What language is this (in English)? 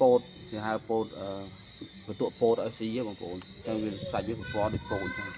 Khmer